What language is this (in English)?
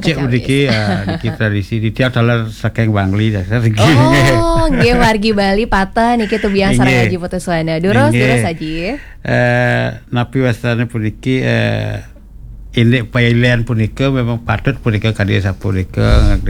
Balinese